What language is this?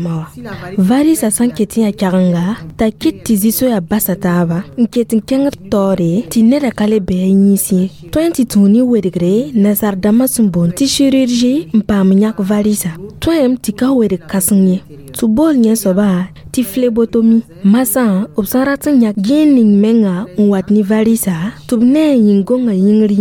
Mossi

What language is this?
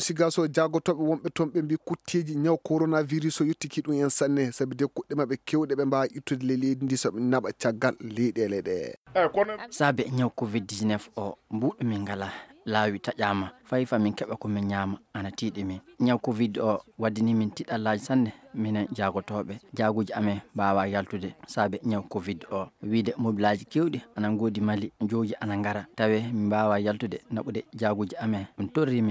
Fula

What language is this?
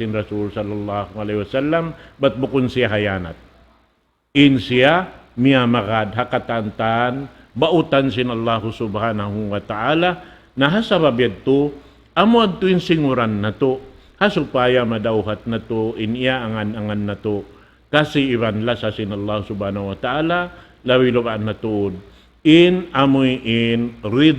Tausug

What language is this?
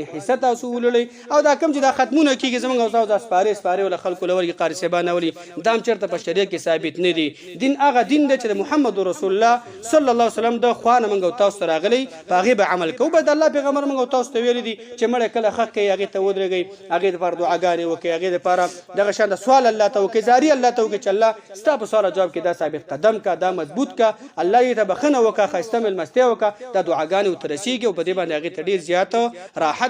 Pashto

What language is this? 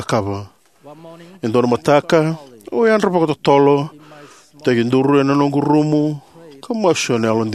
Fijian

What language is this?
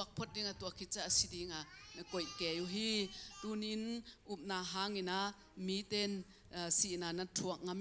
Tedim Chin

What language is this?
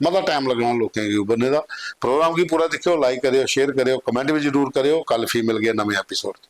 Dogri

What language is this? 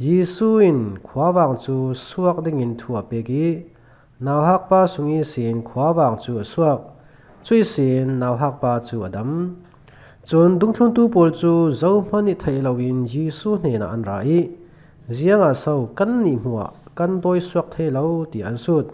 Falam Chin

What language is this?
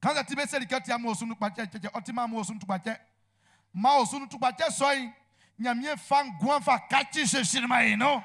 Baoulé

